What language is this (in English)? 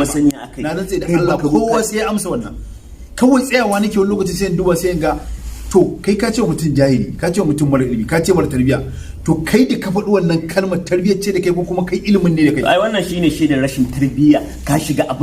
Hausa